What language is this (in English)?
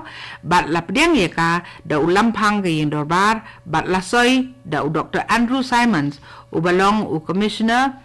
Khasi